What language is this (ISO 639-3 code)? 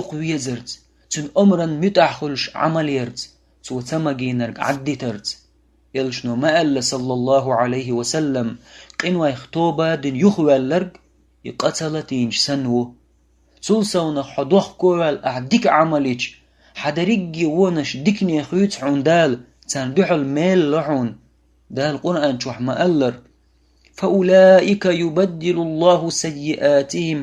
che